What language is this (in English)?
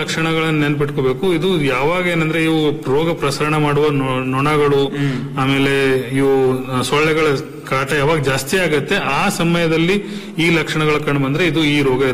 Kannada